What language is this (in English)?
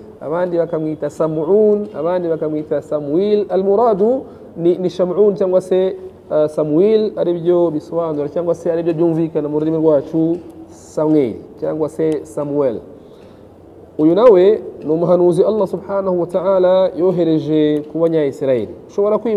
Kinyarwanda